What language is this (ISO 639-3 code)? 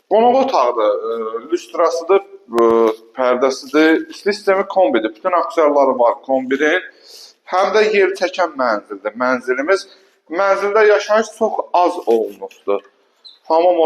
aze